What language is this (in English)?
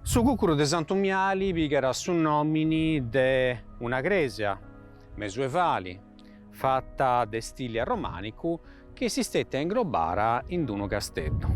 Sardinian